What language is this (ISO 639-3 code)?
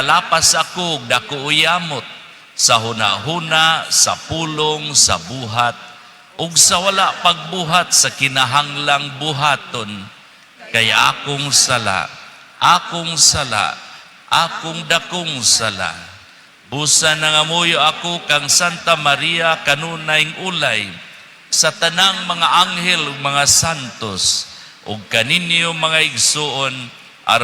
ceb